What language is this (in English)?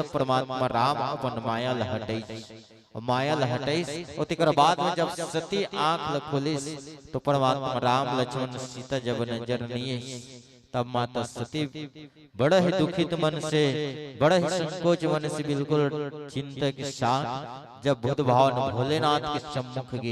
Chhattisgarhi